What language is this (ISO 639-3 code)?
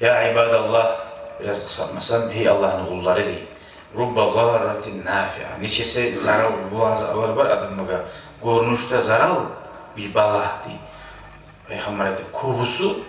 kum